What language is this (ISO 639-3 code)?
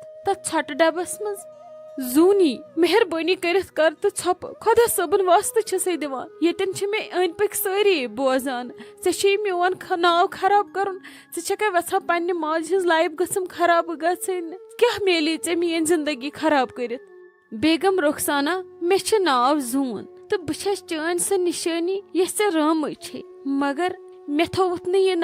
kas